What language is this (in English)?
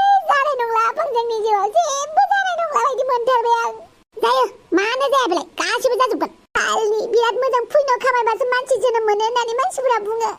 Bodo